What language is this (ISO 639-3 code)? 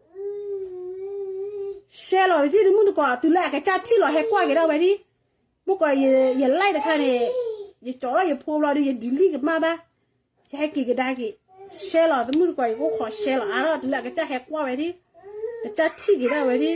ksw